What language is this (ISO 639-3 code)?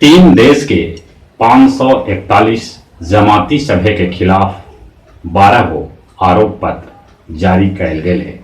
mag